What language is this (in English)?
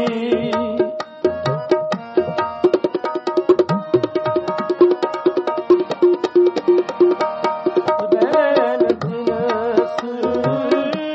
Punjabi